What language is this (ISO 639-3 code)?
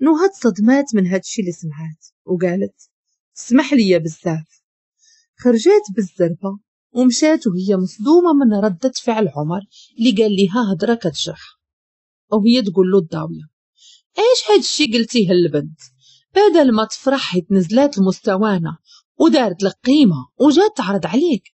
ary